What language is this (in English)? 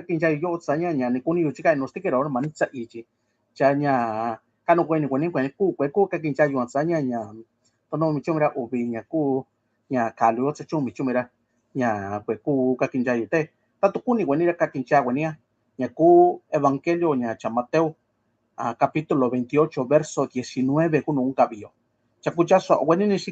Mixtepec Mixtec